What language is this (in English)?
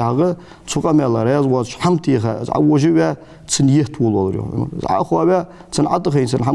Ingush